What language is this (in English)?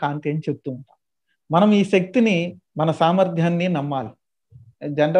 Telugu